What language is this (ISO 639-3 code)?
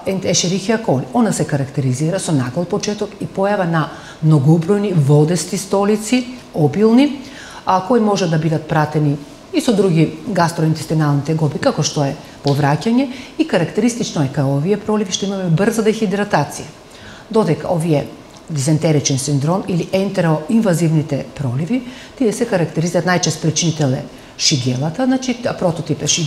mkd